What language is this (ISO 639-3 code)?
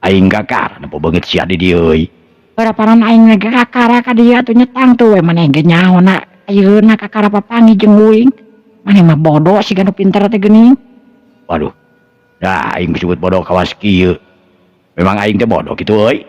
sun